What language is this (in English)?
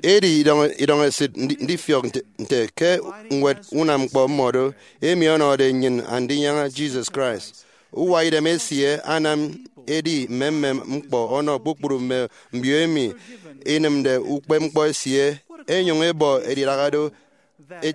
Efik